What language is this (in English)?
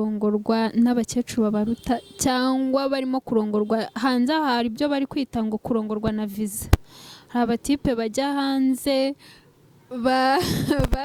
Kinyarwanda